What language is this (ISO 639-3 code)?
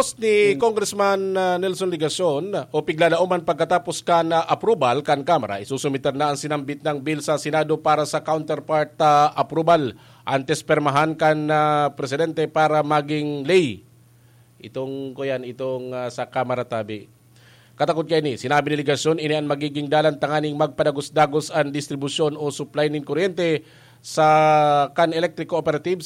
bik